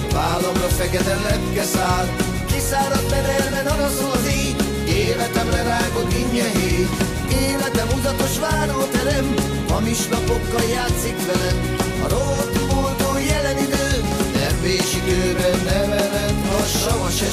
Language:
Hungarian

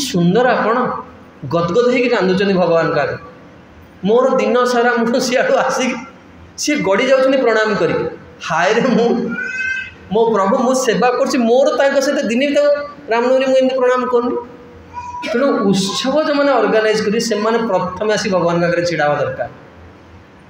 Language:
Odia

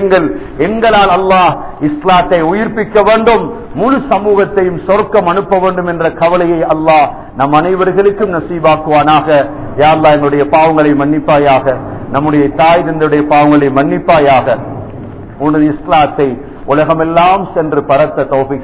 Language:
Tamil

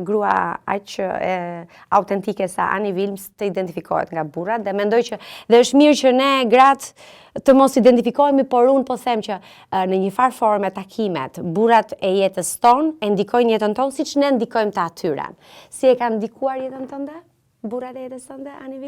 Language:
Albanian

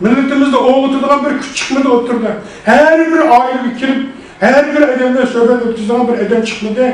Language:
Uyghur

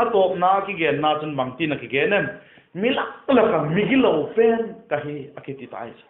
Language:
Vaiphei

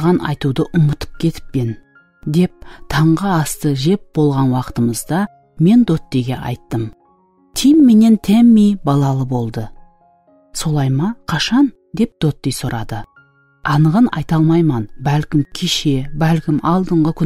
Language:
Kara-Kalpak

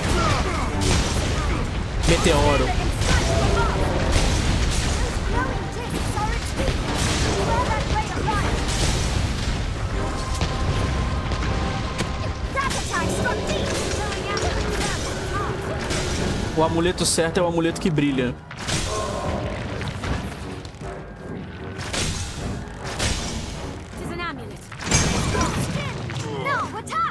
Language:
Portuguese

